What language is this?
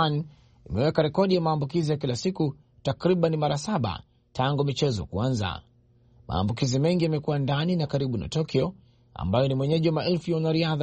Swahili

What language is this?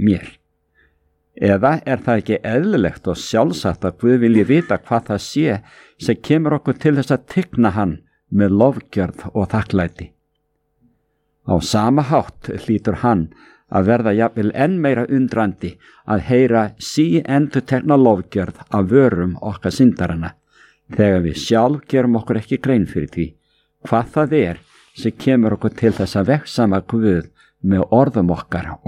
Icelandic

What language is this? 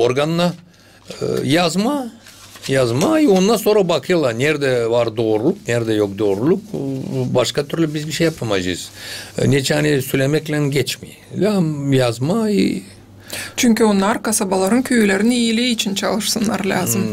Gagauz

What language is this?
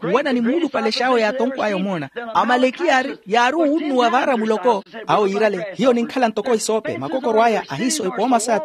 Makhuwa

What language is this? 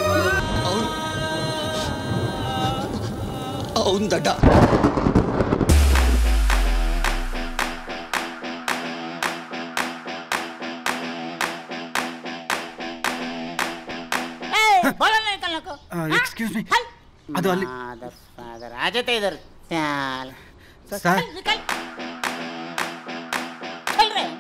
Kannada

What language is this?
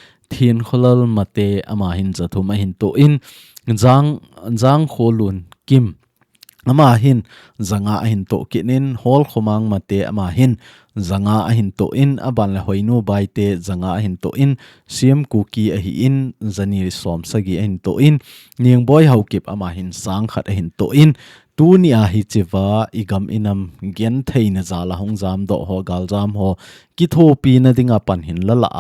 Thado Chin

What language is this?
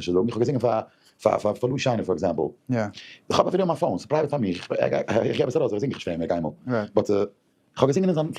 Yiddish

